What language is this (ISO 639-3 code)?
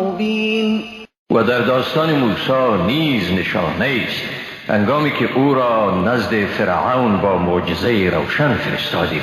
fas